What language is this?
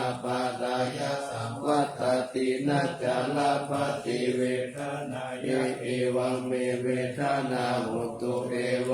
Pali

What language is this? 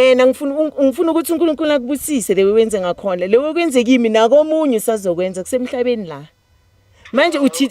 Zulu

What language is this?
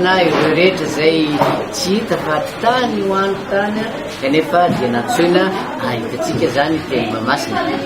Malagasy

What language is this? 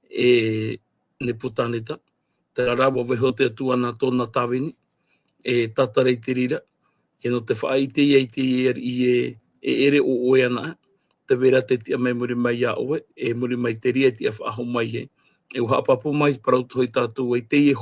Tahitian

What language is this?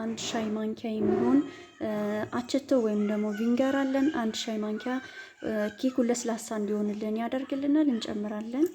Amharic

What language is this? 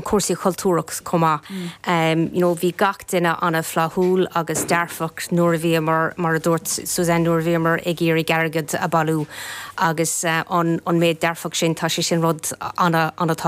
Irish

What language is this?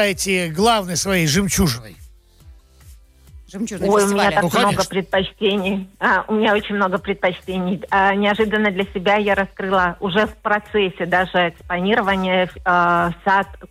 Russian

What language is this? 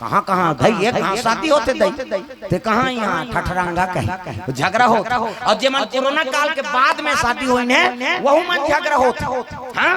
Chhattisgarhi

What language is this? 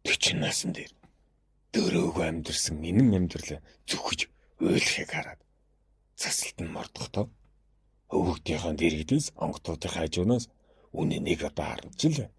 Mongolian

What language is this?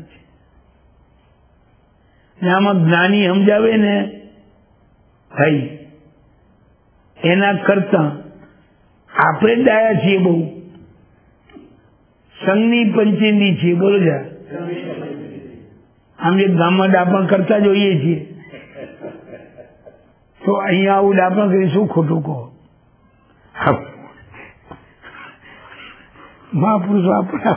Gujarati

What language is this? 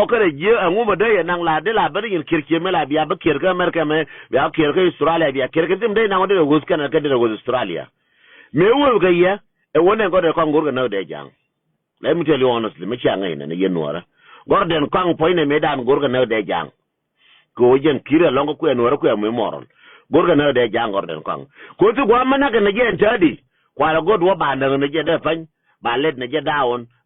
Nuer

